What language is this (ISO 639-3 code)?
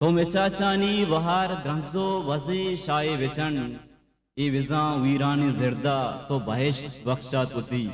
bgp